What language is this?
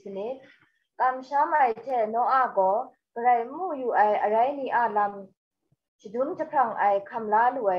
Kachin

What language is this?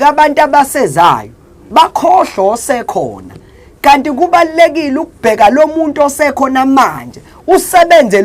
Zulu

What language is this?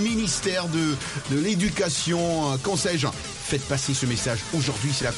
French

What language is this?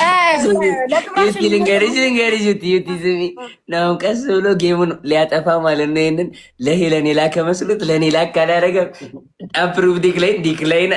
Amharic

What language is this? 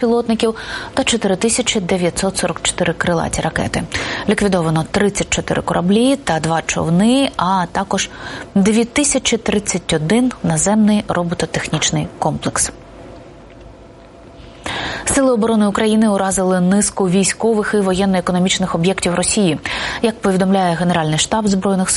Ukrainian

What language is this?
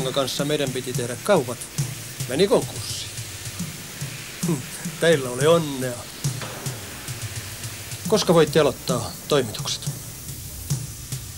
Finnish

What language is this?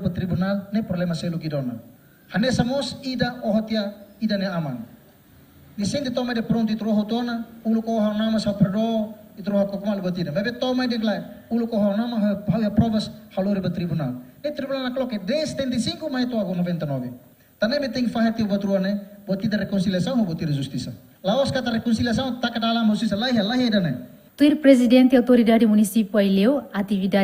Tetum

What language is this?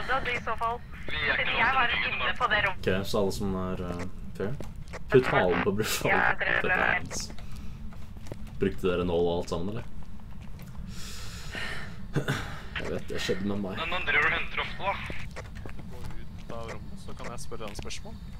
Norwegian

